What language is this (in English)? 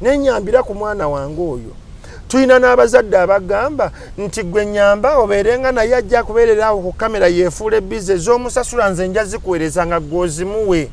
Ganda